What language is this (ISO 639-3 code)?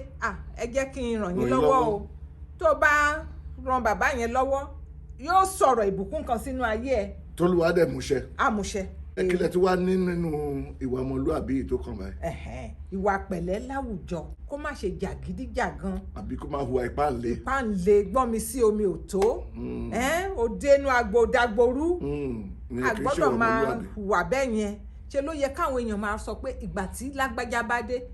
yor